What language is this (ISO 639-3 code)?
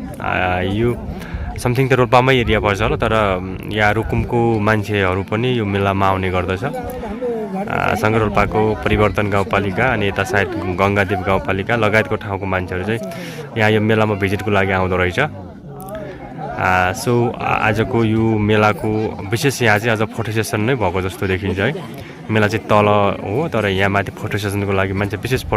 nep